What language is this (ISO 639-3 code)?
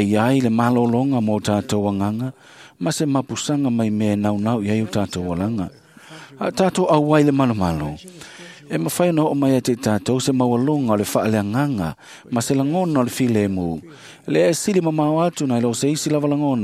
smo